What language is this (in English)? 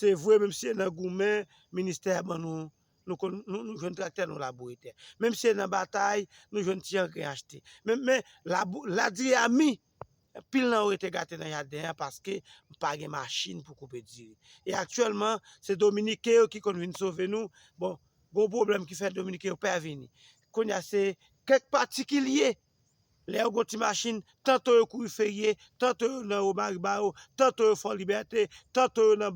Haitian Creole